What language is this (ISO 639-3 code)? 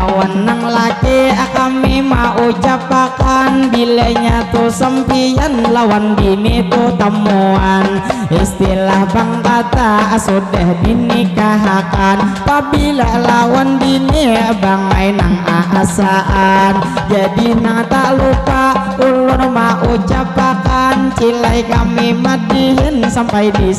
bjn